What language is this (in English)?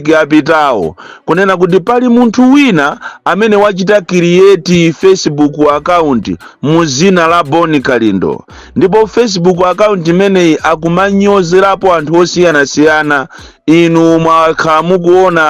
Nyanja